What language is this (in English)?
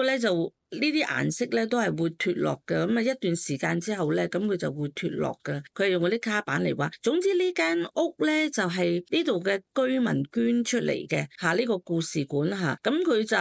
Cantonese